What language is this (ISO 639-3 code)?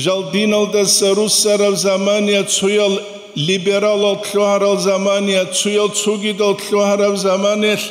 ava